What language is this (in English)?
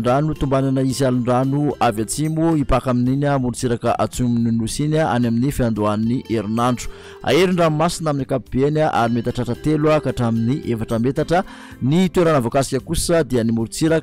Malagasy